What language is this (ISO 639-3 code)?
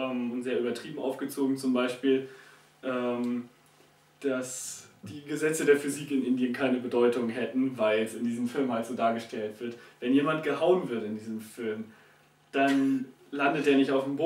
deu